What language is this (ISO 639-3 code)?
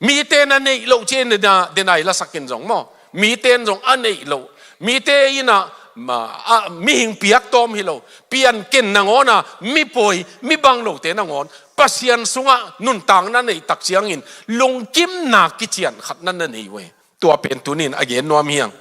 ctd